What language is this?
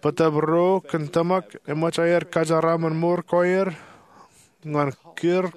Marshallese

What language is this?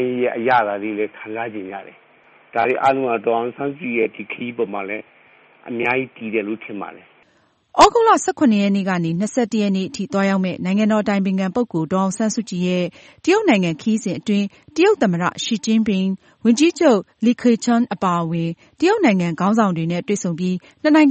Burmese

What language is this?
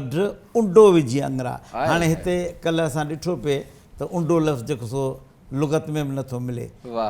Sindhi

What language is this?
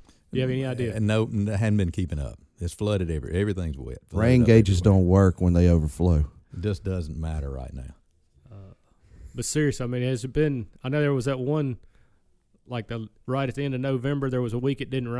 English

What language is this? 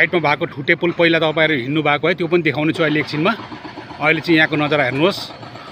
Nepali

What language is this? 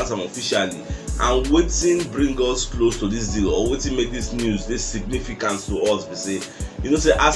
Nigerian Pidgin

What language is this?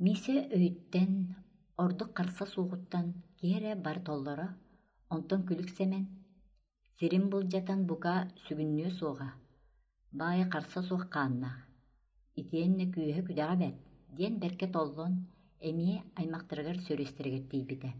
Yakut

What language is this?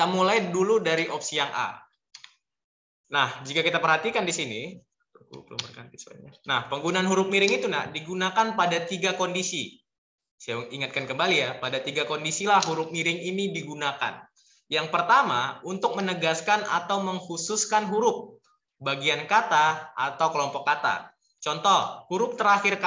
Indonesian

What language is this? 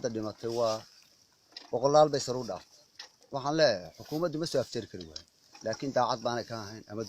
Somali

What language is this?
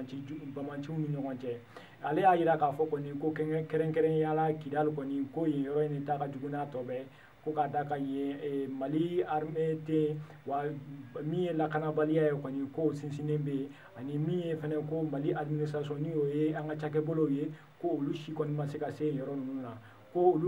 Bambara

